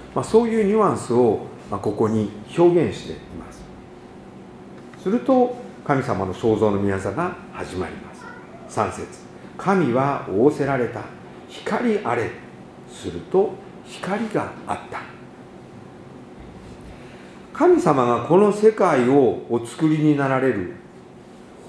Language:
Japanese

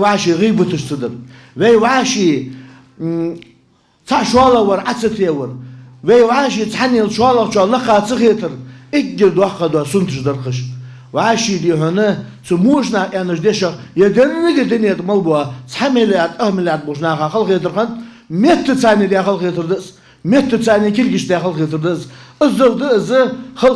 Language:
Ingush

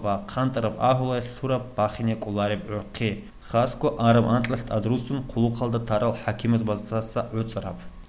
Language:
Avaric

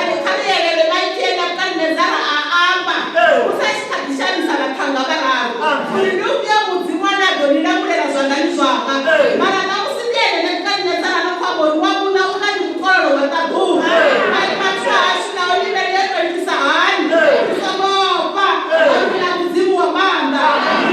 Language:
Venda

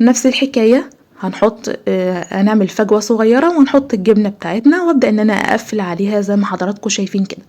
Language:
Egyptian Arabic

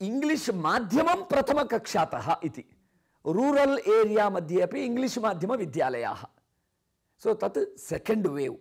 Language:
Sanskrit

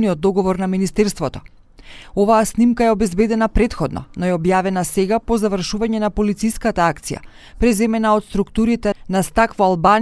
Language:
Macedonian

